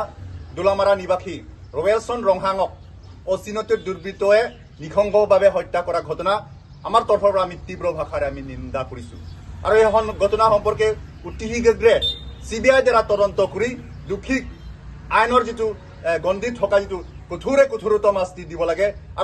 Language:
Karbi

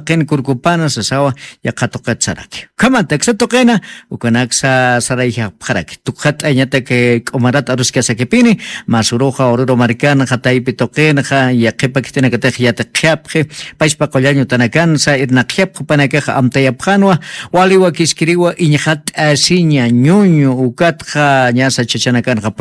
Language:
Aymara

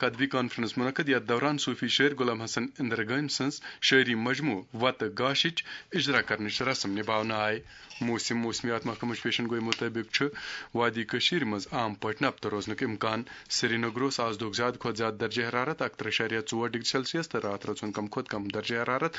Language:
Kashmiri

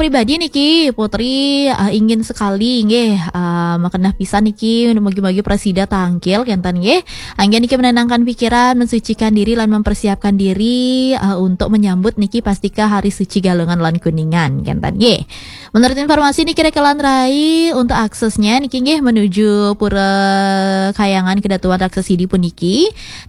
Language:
Balinese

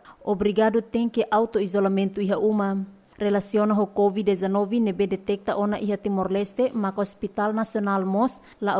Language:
Tetum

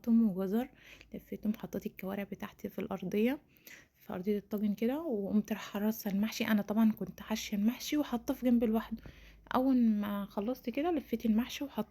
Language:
Egyptian Arabic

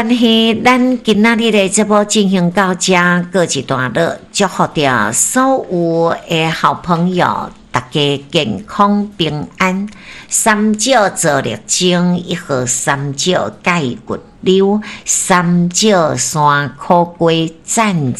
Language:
Min Nan Chinese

